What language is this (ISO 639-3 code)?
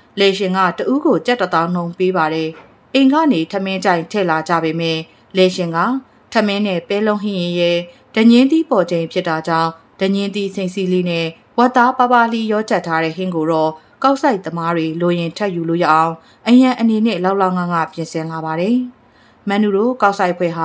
mya